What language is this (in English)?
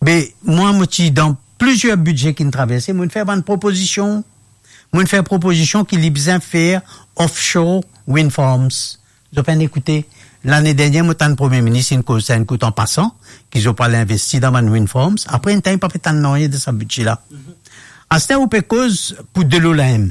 Morisyen